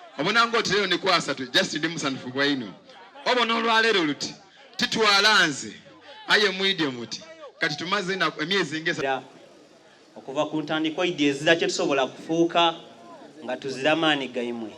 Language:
Soga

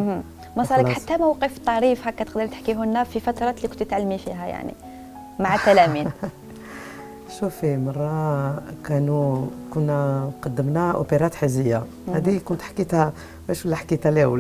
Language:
Algerian Arabic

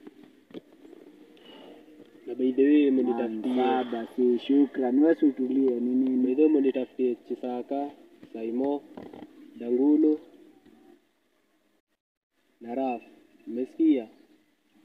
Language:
Swahili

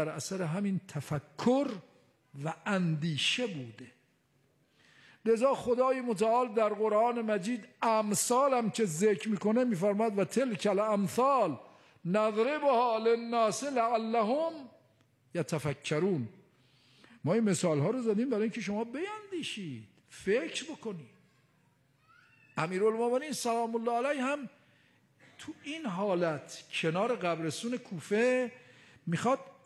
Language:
Persian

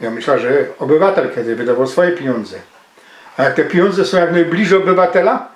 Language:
Silesian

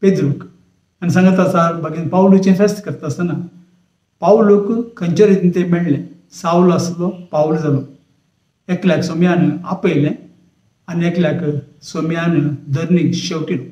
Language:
Konkani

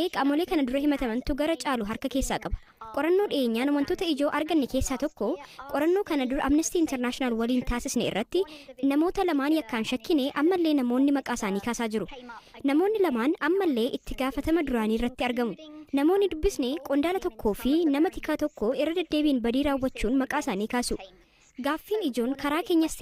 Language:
Oromo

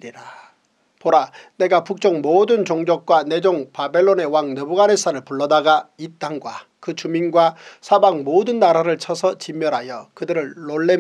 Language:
Korean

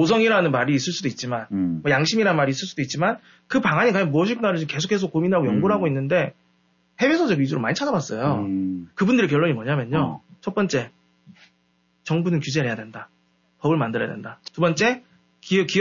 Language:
Korean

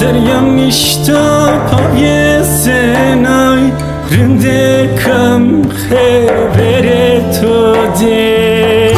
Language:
Zaza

